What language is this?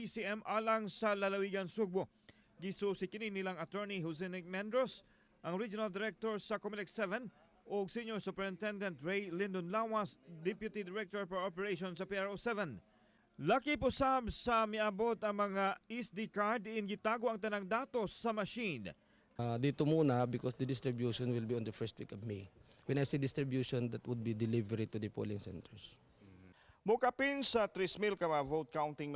Cebuano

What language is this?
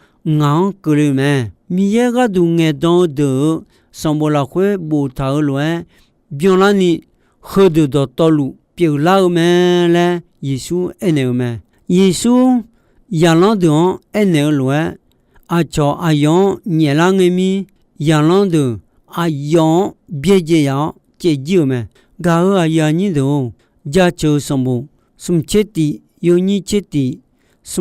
Akha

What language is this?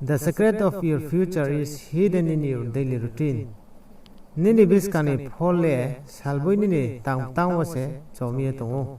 Riang (India)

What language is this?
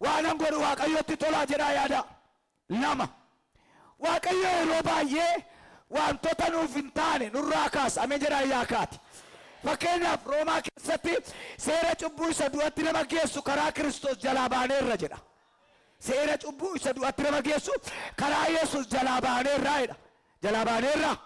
Oromo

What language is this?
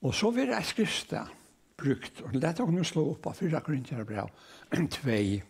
Faroese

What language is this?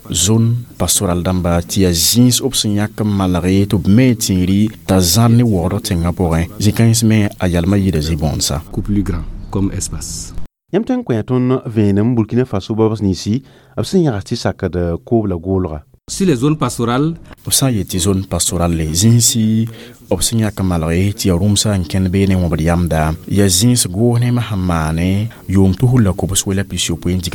Mossi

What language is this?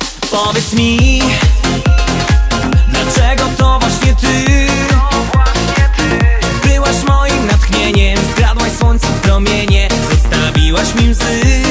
Polish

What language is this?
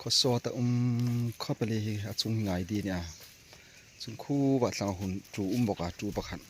Hmar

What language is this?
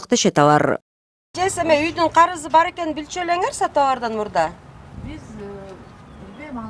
Kyrgyz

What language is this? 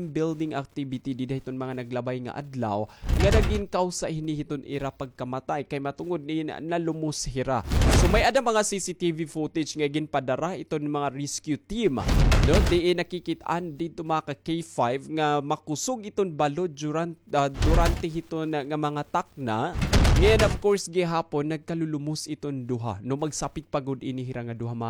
Waray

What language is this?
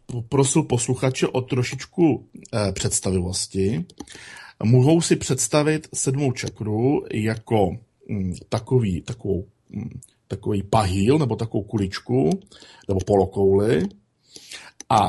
Czech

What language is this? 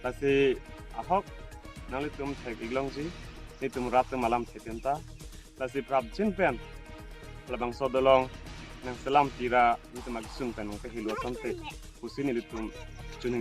Karbi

